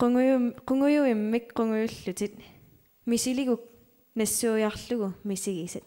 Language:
Kalaallisut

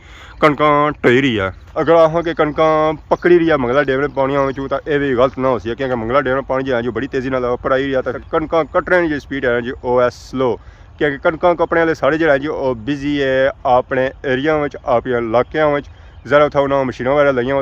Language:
Pahari-Potwari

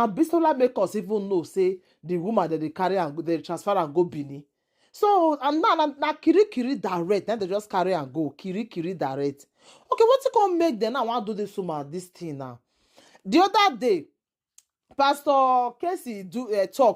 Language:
Nigerian Pidgin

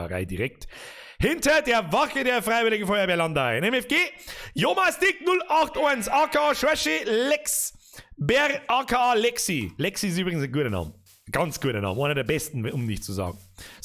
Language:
Bavarian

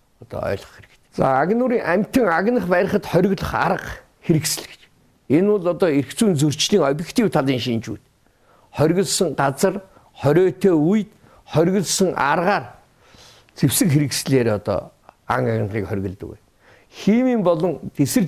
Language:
Mongolian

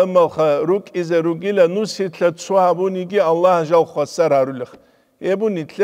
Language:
Avaric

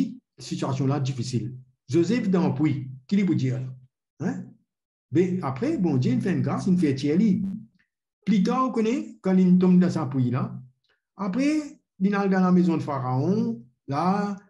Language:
Morisyen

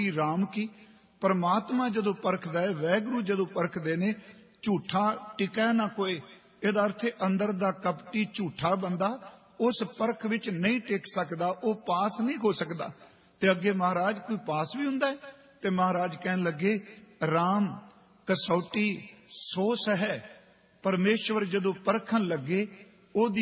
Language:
Punjabi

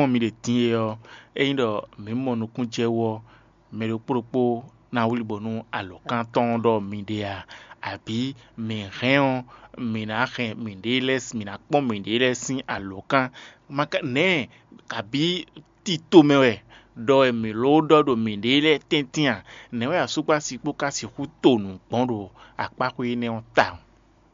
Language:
Fon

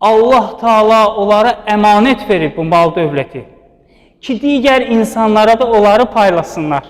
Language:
Azerbaijani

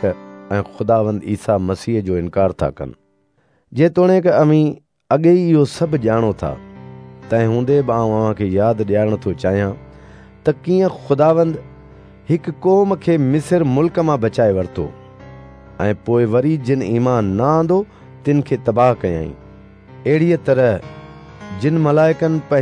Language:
Sindhi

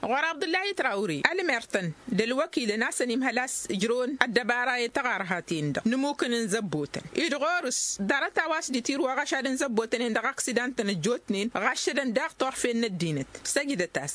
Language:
Tamasheq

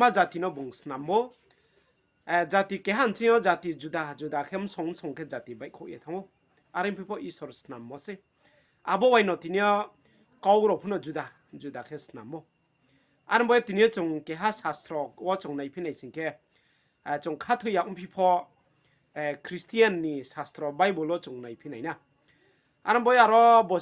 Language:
Riang (India)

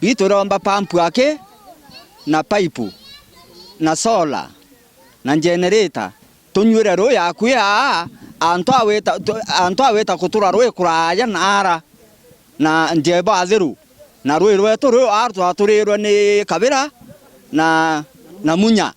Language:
Meru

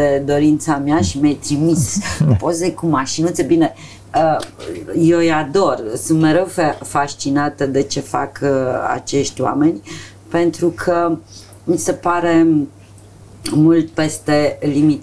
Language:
Romanian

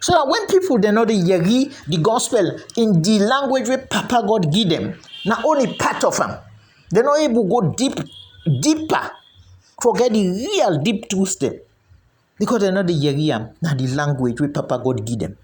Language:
Krio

